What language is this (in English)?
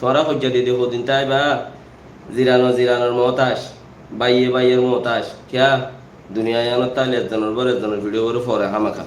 Rohingya